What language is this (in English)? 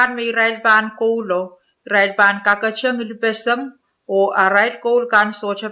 Pohnpeian